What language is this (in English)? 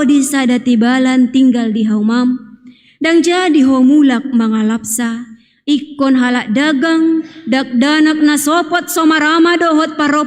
Batak Toba